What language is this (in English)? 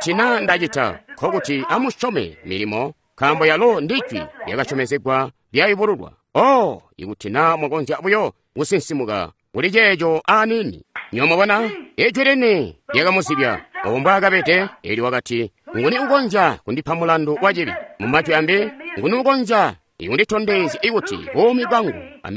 Tonga (Zambia)